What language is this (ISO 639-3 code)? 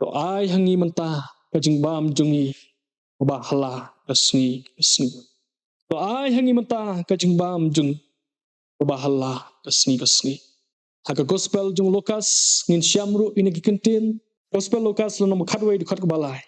kha